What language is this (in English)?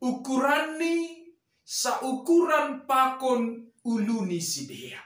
Batak Simalungun